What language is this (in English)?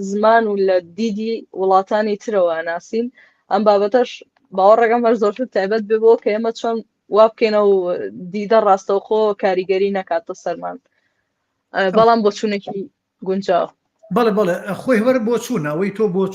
Central Kurdish